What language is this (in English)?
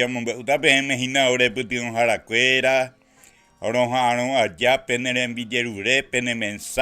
Guarani